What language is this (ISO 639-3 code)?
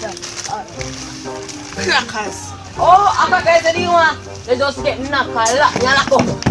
jam